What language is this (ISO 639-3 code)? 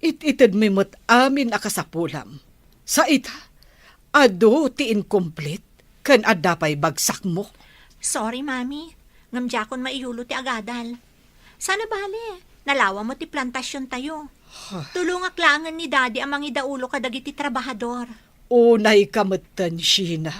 ilo